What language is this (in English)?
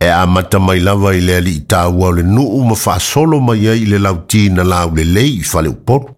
Samoan